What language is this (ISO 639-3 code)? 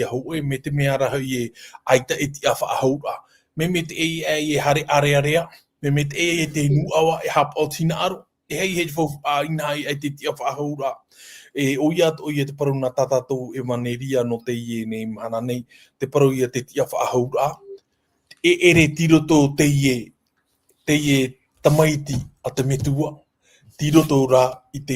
tah